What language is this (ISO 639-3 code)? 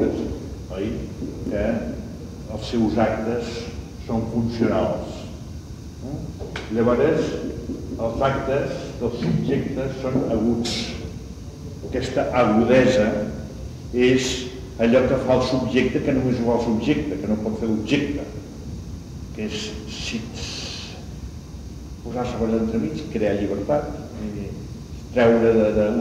cat